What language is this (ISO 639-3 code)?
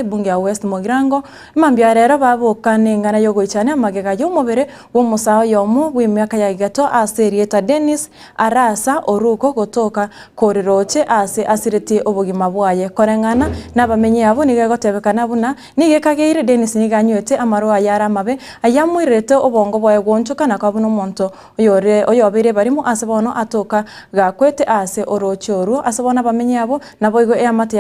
guz